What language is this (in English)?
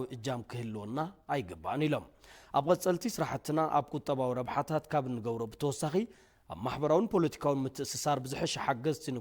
Tigrinya